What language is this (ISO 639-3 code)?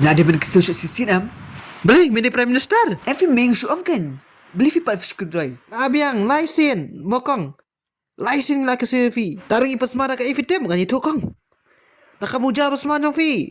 kha